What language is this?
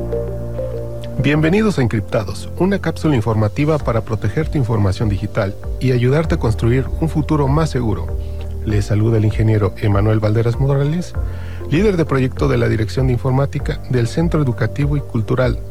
Spanish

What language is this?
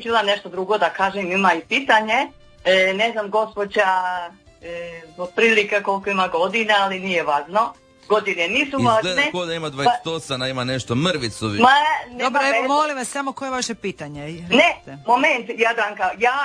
Croatian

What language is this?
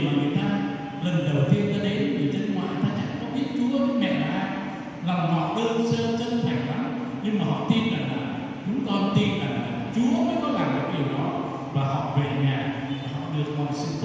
Vietnamese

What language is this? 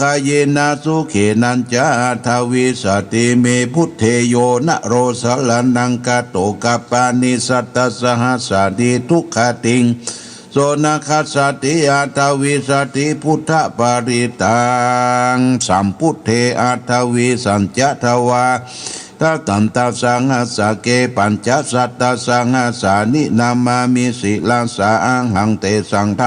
Pali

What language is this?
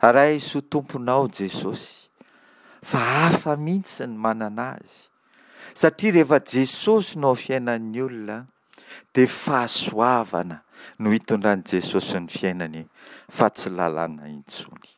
Malagasy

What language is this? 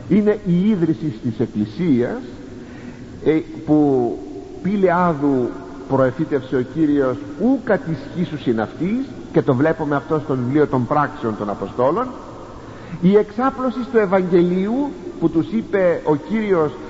Greek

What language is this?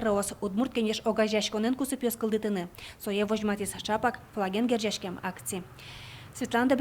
Udmurt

